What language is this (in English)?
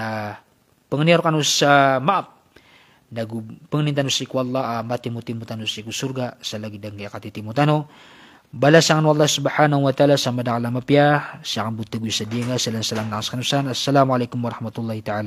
Maranao